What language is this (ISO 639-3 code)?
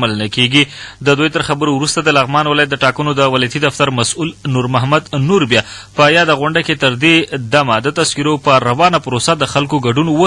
pus